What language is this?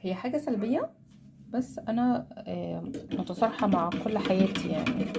Egyptian Arabic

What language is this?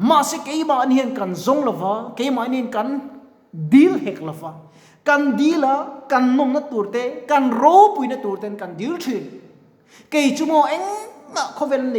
Mizo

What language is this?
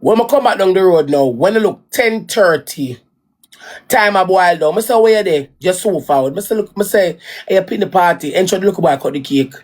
Jamaican Creole English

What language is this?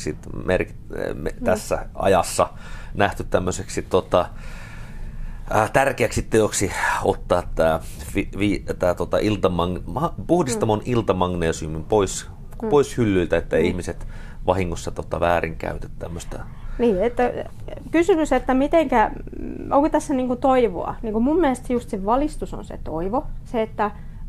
Finnish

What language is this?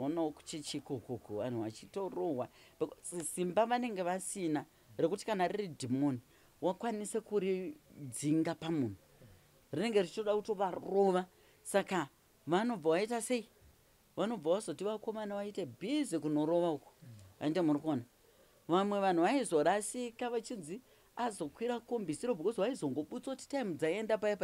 Shona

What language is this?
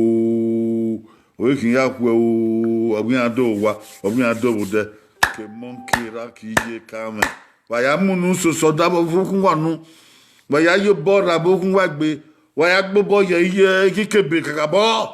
Bini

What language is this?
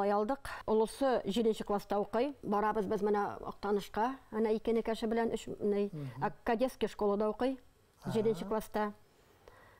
Bashkir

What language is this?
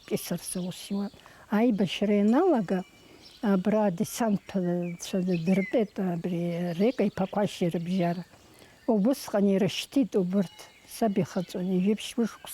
Abkhazian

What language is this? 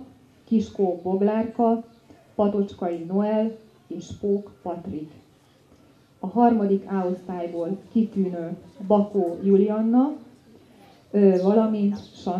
Hungarian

